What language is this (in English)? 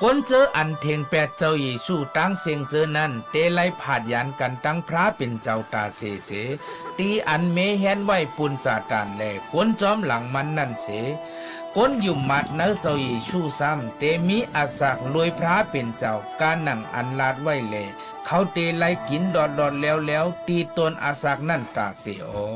Shan